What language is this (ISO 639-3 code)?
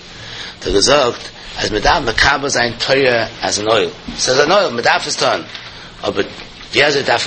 yid